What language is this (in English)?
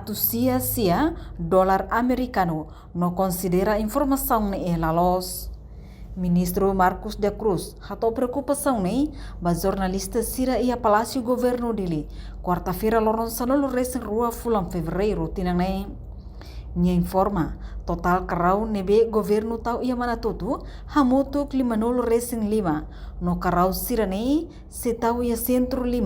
Tetum